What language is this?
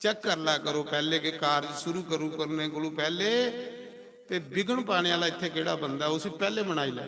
Dogri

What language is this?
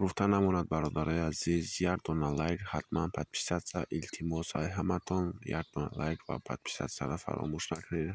Tajik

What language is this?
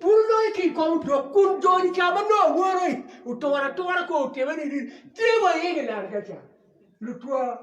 Acoli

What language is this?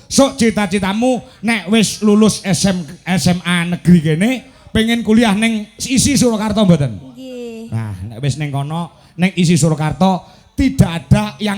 Javanese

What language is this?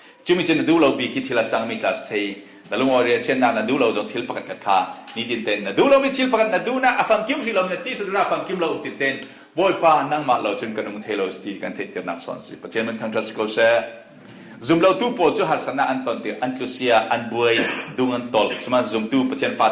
Falam Chin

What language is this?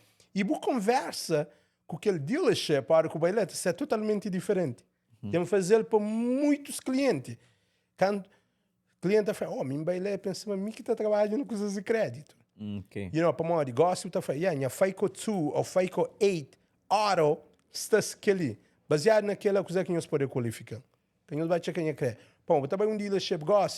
Kabuverdianu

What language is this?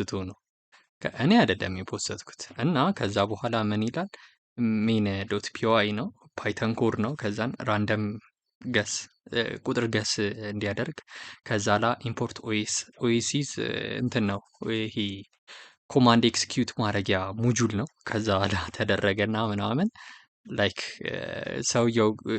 Amharic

